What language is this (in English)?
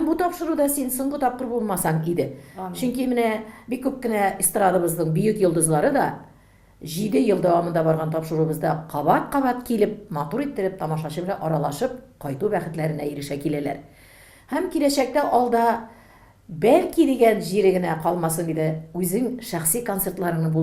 Tatar